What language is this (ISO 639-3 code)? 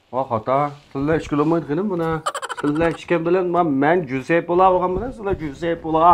uig